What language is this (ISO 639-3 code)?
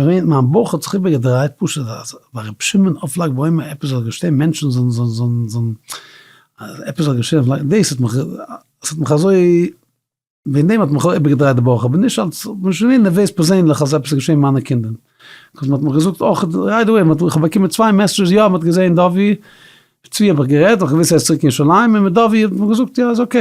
yid